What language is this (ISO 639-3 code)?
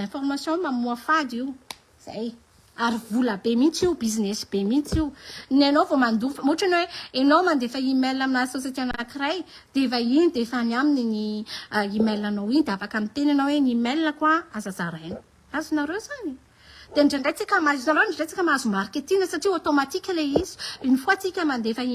mlg